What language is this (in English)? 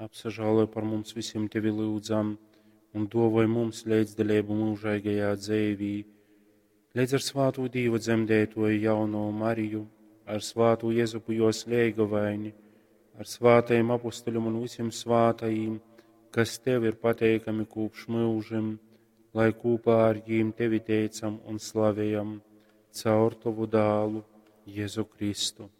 Latgalian